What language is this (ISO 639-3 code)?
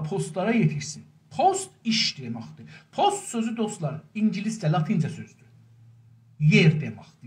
azb